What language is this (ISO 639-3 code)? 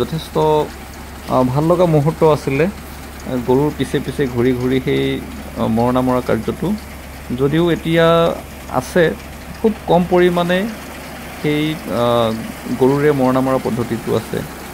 asm